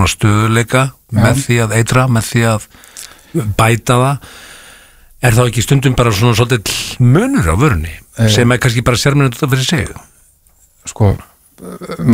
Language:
Icelandic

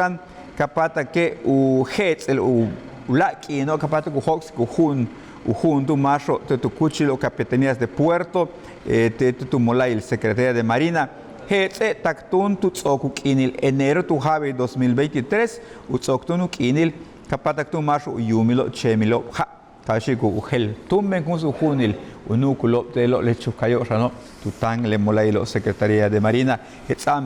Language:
Yucateco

